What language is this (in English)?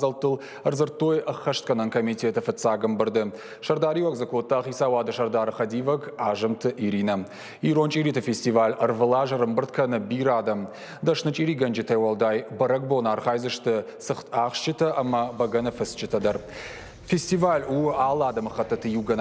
Ossetic